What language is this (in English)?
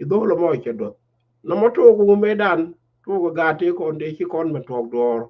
Nuer